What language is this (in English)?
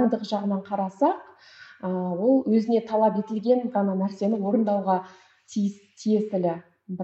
Kazakh